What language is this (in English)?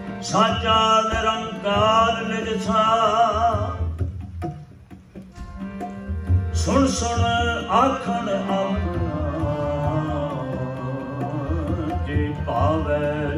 Punjabi